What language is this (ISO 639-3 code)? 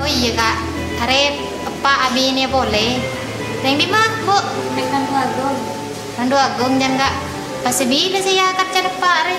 mad